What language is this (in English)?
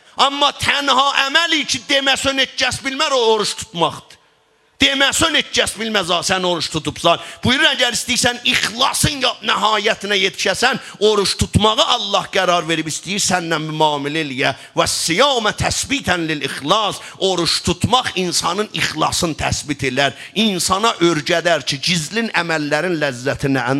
South Azerbaijani